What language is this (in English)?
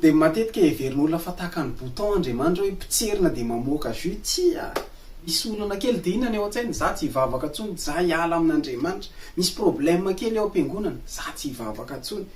Malagasy